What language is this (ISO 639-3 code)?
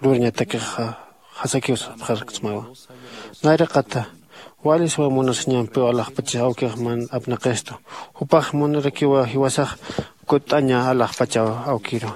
aym